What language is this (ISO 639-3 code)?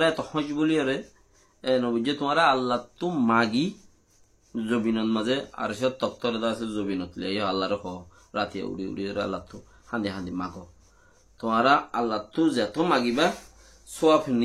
rhg